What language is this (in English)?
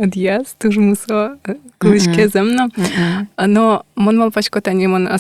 Udmurt